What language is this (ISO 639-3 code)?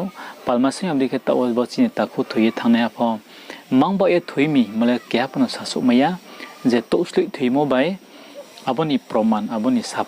ria